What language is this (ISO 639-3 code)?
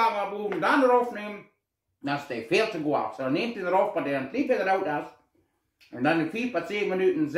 pdt